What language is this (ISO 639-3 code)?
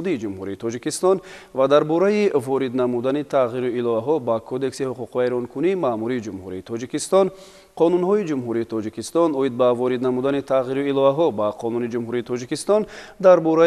tgk